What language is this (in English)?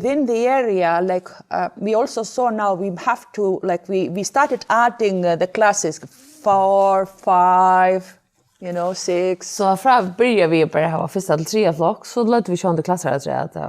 Faroese